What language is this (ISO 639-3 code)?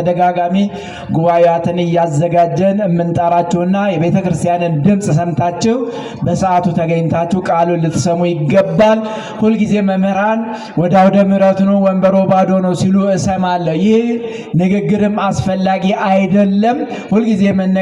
amh